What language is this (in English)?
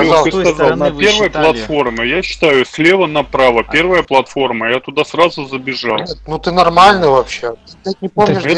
Russian